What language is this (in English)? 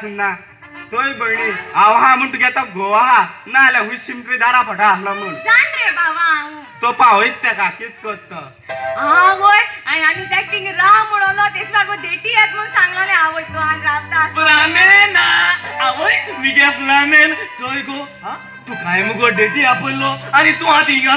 Konkani